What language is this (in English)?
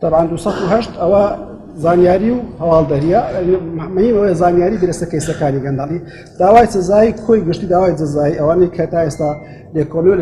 Central Kurdish